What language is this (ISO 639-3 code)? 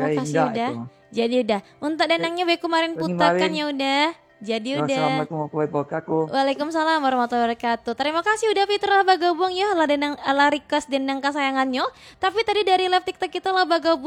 min